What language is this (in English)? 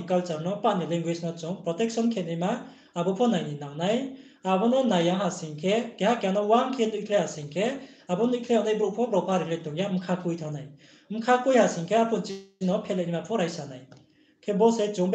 Riang (India)